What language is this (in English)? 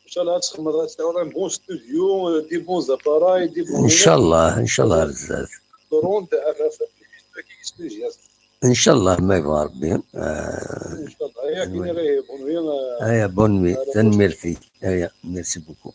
Kabyle